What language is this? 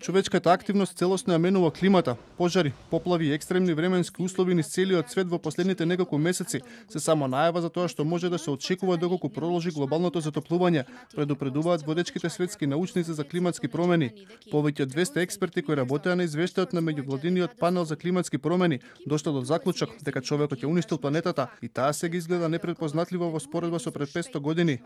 Macedonian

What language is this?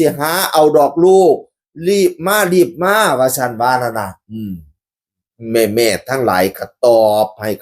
Northeastern Thai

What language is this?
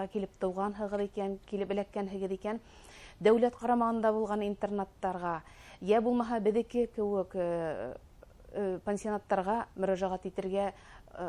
Bashkir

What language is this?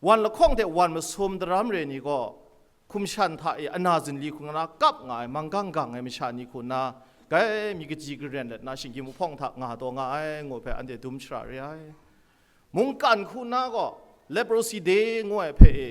Kachin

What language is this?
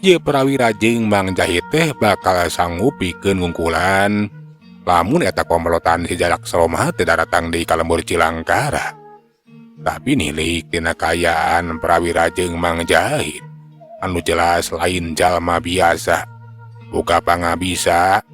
Sundanese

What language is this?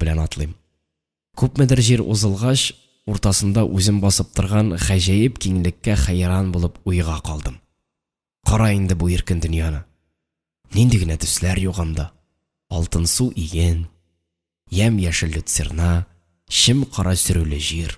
Tatar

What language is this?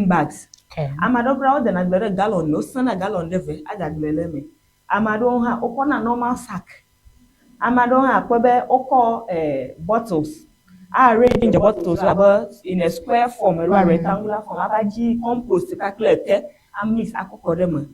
Ewe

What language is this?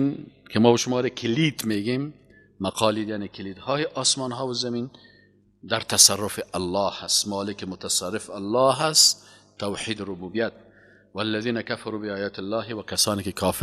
Persian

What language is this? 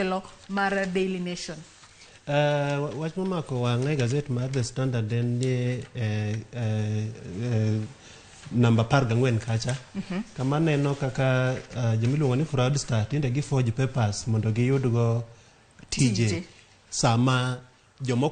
Luo (Kenya and Tanzania)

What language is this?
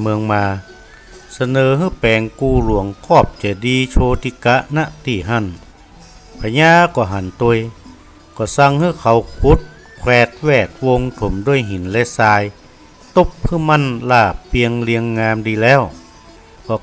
Northern Thai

